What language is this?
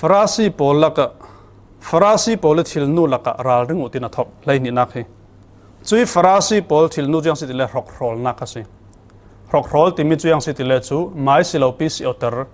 Falam Chin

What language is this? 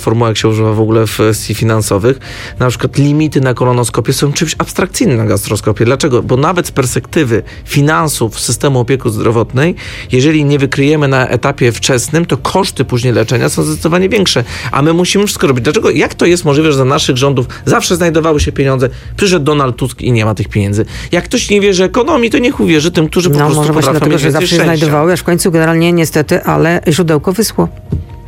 Polish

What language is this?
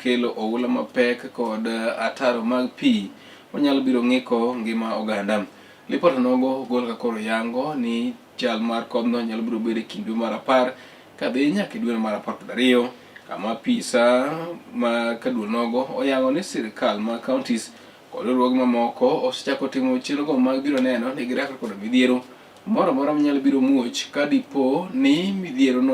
Luo (Kenya and Tanzania)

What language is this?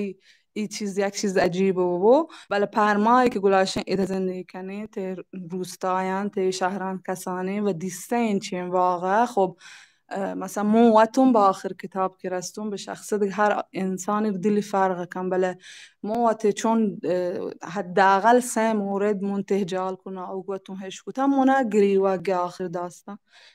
Baluchi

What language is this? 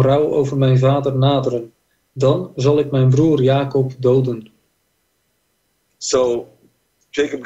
Dutch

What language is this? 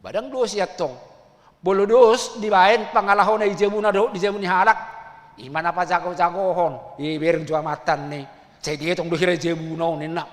Batak Toba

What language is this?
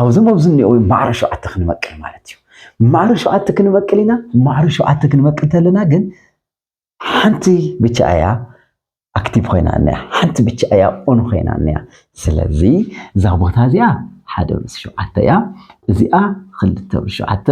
Tigrinya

